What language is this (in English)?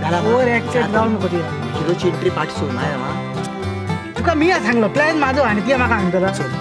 Konkani